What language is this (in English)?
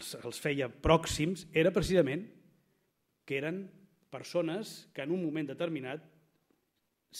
Catalan